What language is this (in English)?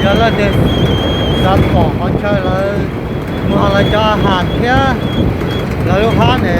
Hmong